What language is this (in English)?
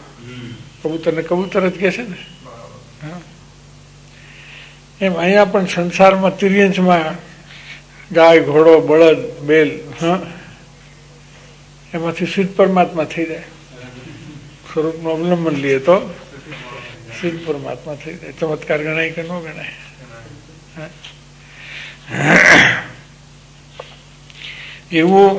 Gujarati